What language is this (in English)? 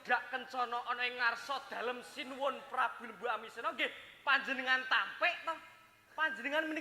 Javanese